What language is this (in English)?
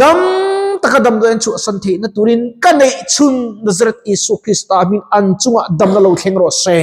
Mizo